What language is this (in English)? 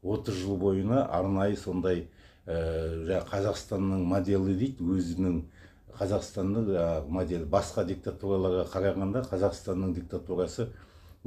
Kazakh